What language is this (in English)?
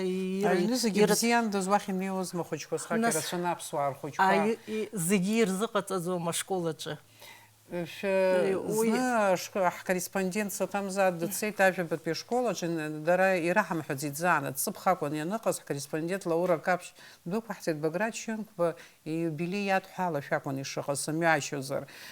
Abkhazian